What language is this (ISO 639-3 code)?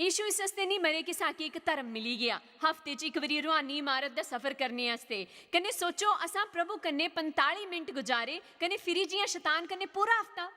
doi